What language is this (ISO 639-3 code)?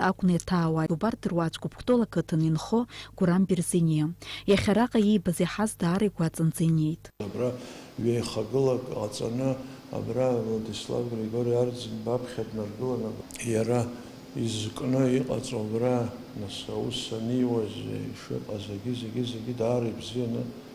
abk